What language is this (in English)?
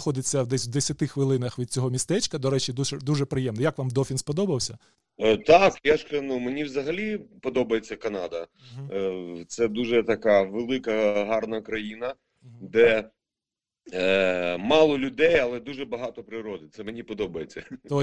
Ukrainian